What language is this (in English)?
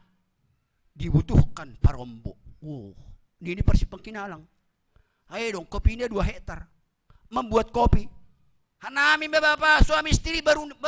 Batak Simalungun